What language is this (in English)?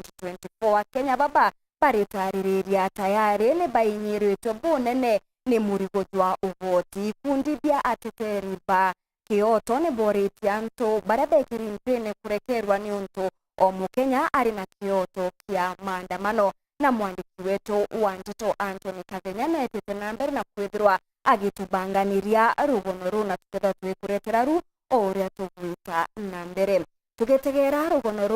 Meru